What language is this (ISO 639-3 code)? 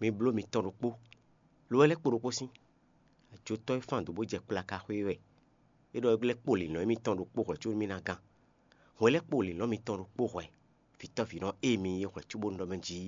fon